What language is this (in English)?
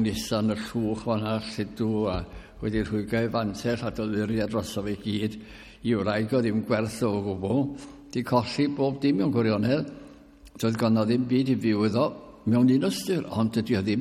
Welsh